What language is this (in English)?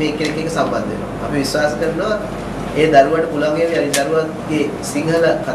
Sinhala